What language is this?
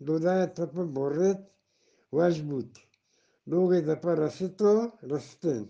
Eastern Balochi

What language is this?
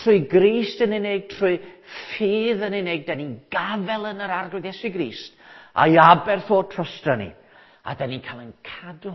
Welsh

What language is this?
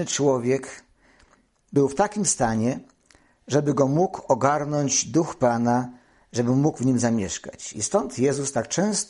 Polish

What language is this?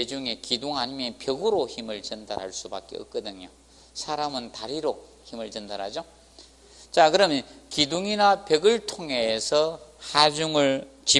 Korean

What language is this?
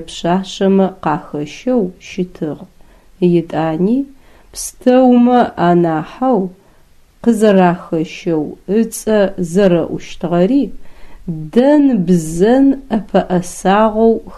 Adyghe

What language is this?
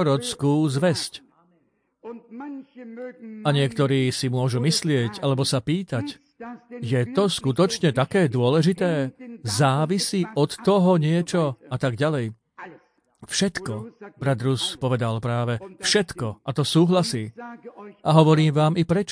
Slovak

